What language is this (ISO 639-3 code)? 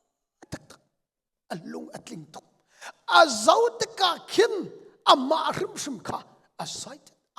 cnh